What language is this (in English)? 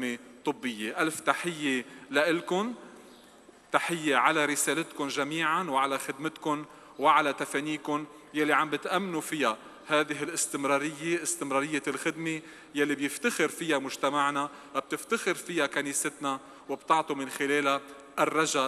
North Levantine Arabic